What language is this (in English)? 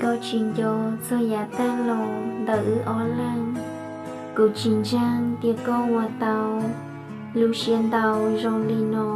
Hmong